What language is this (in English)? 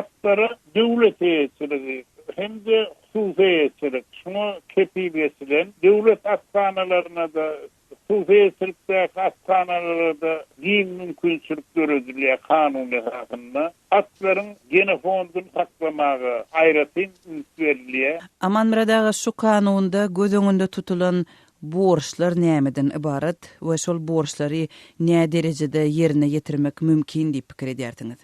Turkmen